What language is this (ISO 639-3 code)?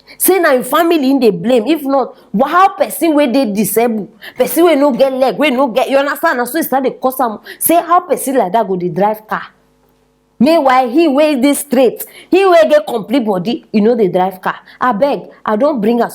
pcm